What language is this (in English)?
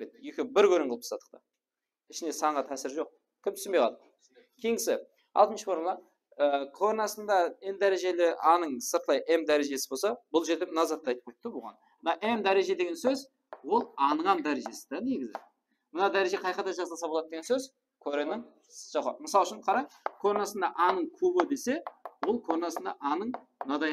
Kara-Kalpak